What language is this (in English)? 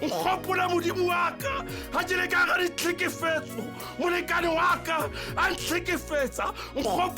Southern Sotho